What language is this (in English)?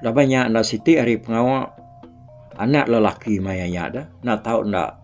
Iban